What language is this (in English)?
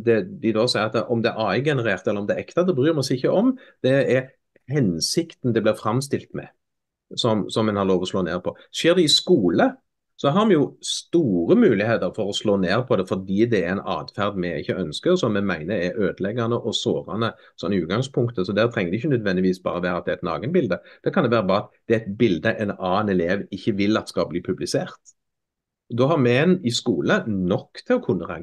Norwegian